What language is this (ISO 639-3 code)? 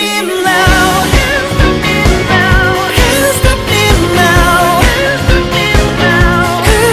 kor